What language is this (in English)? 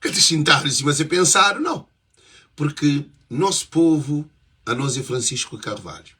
Kabuverdianu